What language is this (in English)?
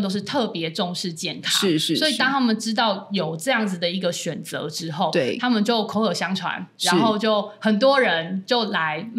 Chinese